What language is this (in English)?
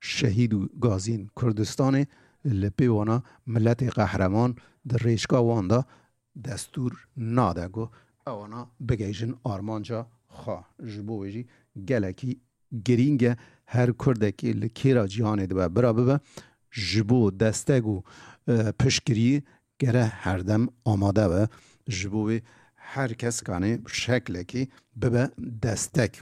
Kurdish